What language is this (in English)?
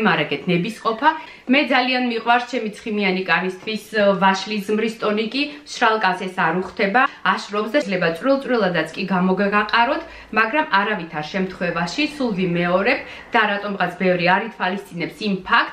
Georgian